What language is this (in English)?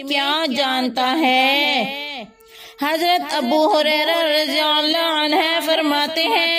Urdu